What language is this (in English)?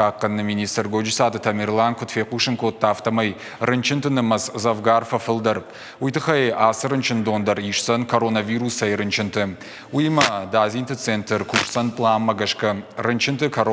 Ossetic